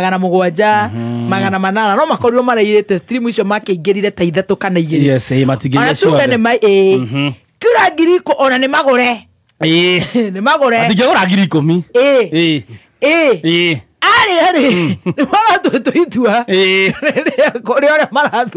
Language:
Kikuyu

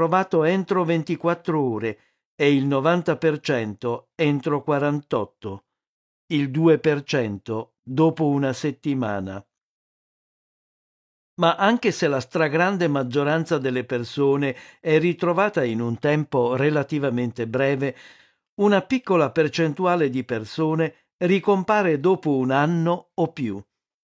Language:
Italian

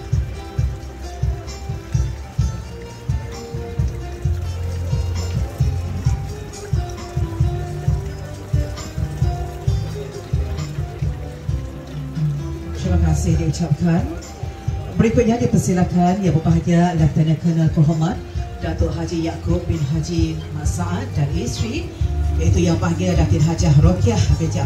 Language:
Malay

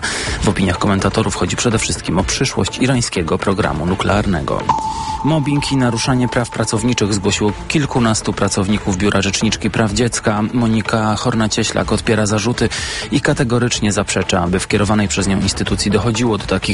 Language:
Polish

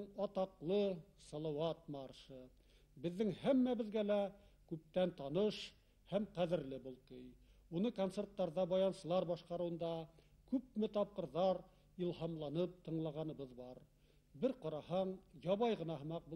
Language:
Bashkir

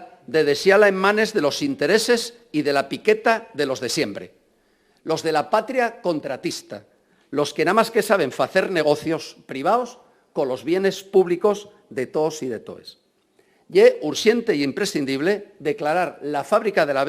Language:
Asturian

